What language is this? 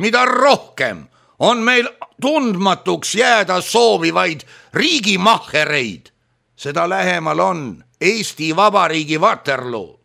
Estonian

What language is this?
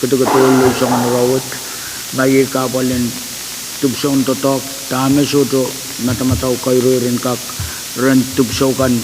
Pohnpeian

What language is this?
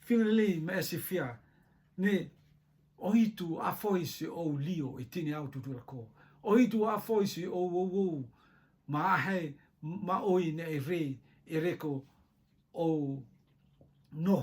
Rotuman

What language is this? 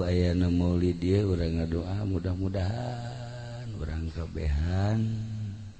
Sundanese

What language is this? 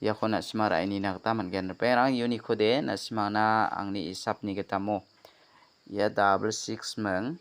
Garo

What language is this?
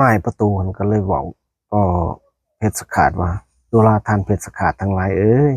Lao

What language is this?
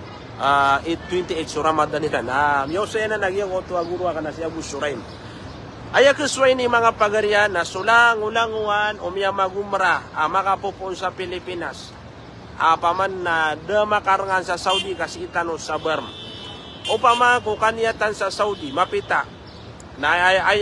Maranao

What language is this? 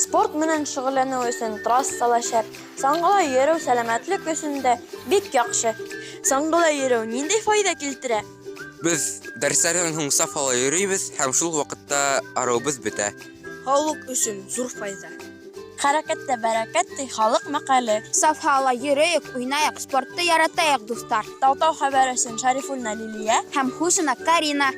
Bashkir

